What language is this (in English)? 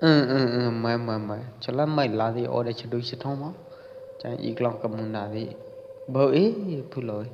Pwo Eastern Karen